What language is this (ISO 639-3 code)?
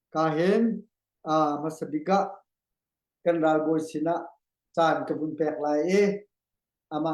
cnh